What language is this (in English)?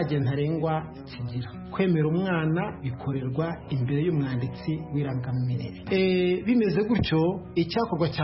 Kinyarwanda